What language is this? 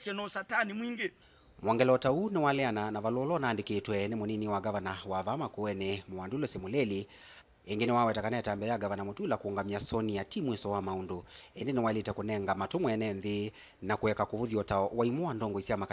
Kamba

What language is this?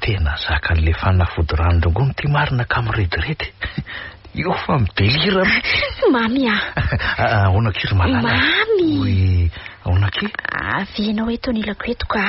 Malagasy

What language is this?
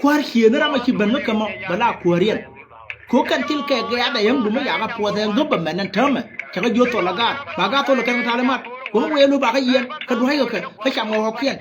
Nuer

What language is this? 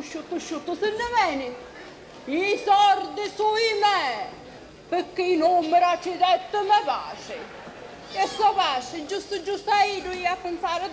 Sicilian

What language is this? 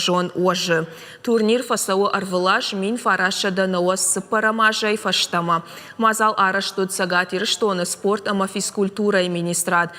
Ossetic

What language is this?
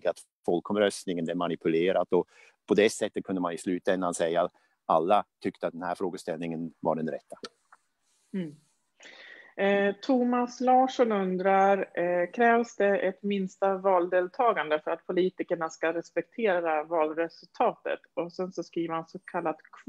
Swedish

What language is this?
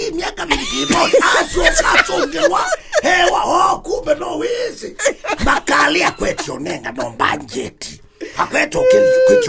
Kamba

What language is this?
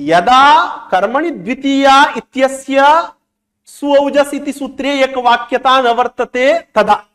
Sanskrit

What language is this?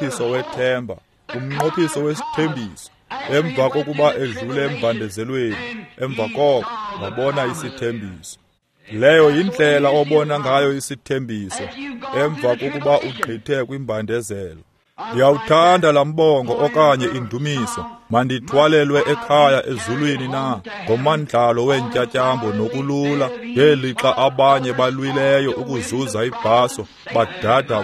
Xhosa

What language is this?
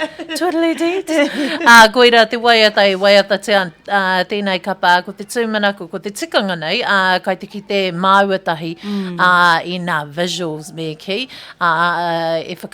Māori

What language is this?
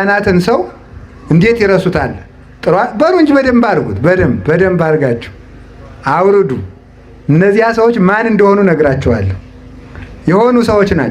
Amharic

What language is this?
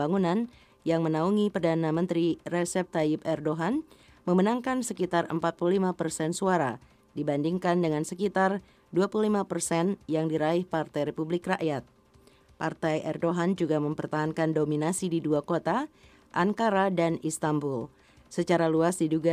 Indonesian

